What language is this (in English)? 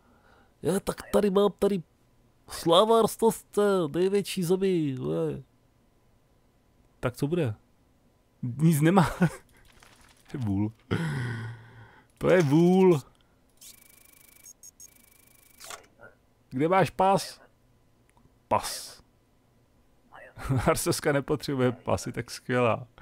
Czech